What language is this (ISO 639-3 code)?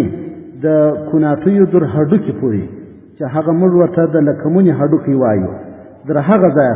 pus